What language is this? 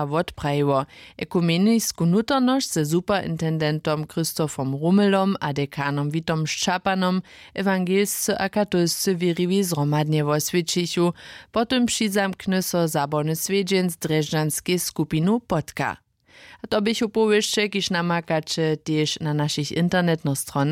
Upper Sorbian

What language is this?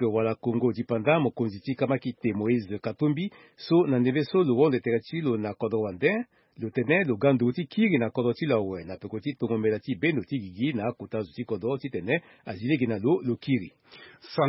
Sango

